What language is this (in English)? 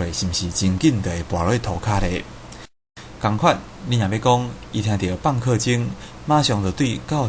Min Nan Chinese